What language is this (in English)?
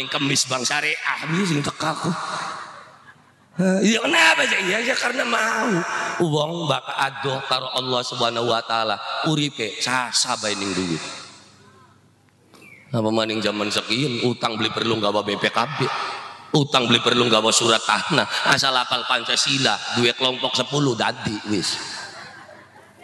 Javanese